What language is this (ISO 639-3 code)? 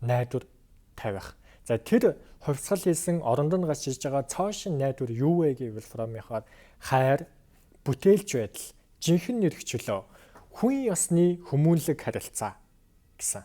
mon